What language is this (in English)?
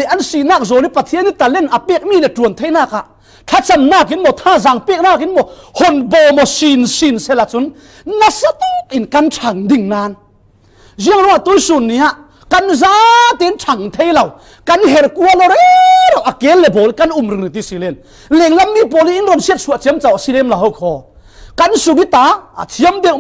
Falam Chin